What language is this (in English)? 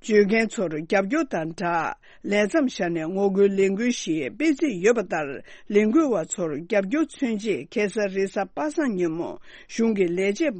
Tibetan